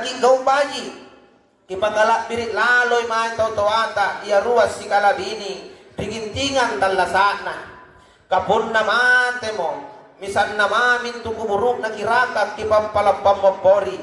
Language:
Makasar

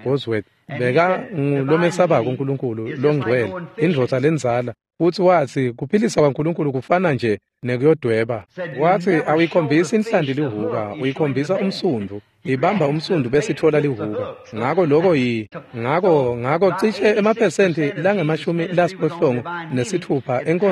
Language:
Swati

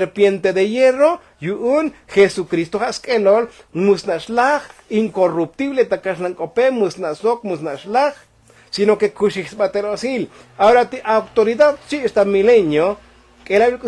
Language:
Tzotzil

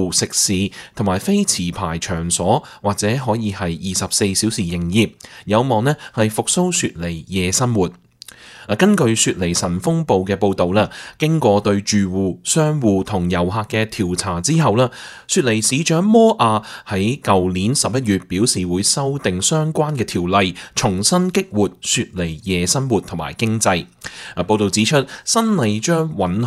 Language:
Cantonese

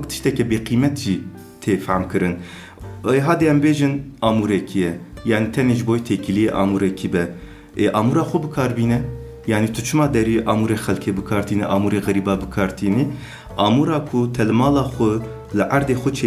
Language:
Kurdish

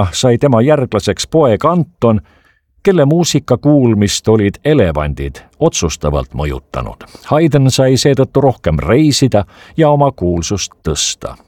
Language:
Estonian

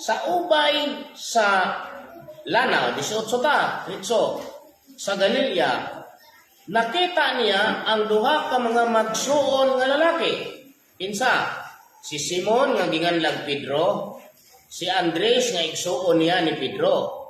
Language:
Cebuano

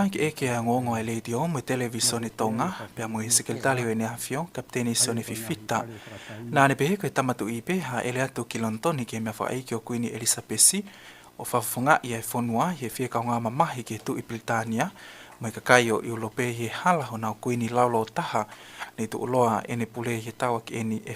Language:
Tongan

